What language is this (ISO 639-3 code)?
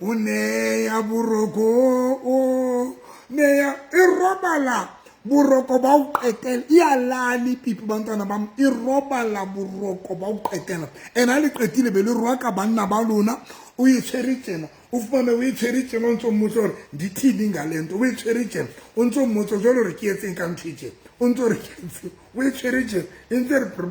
sot